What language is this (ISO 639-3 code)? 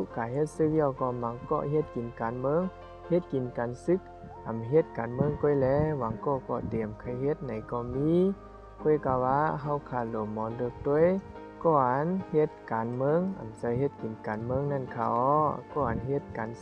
shn